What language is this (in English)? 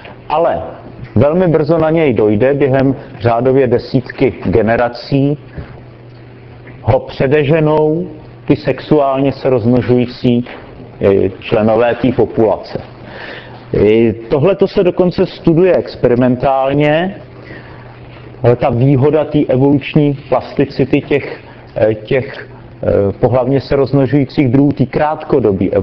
Czech